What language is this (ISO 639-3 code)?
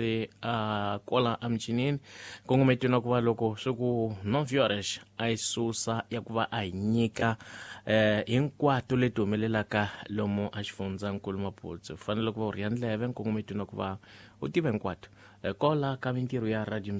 tso